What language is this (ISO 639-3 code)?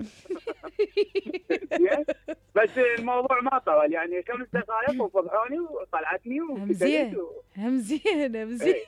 acm